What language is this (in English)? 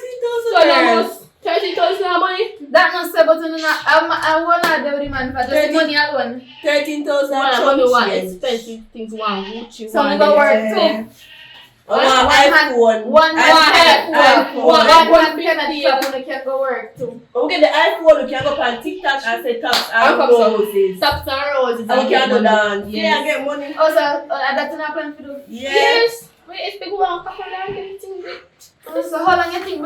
Jamaican Creole English